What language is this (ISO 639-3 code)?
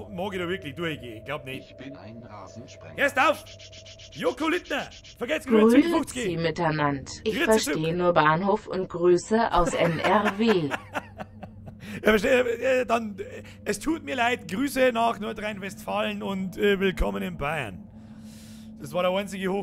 bar